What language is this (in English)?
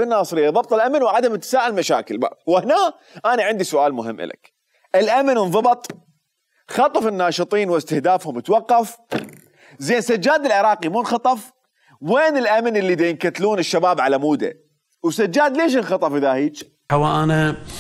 Mesopotamian Arabic